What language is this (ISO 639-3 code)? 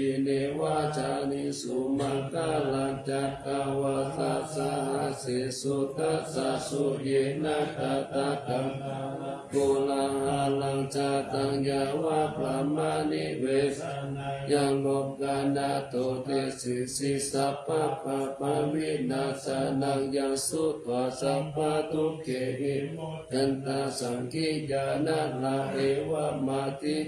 pli